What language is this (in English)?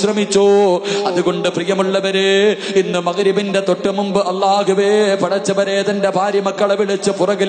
Malayalam